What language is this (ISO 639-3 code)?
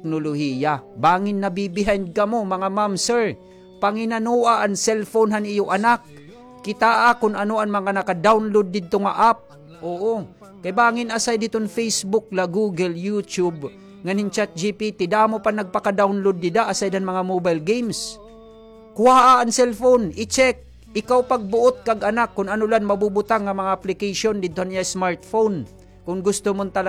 war